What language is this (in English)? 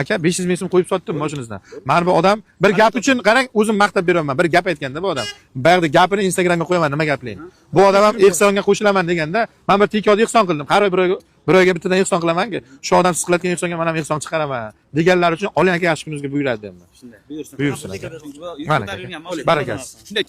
Uzbek